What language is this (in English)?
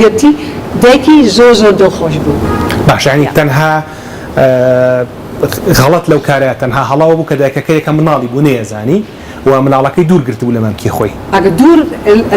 Central Kurdish